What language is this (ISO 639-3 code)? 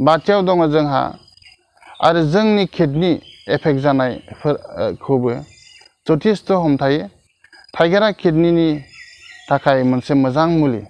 brx